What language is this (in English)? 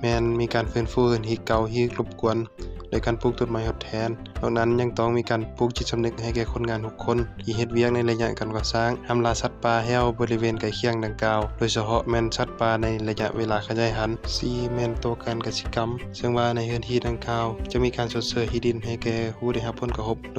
Lao